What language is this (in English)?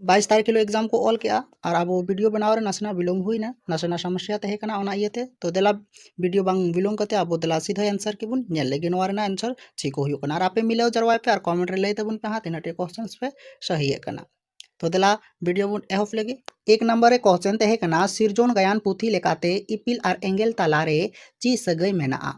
Santali